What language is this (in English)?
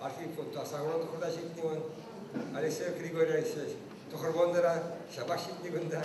Chuvash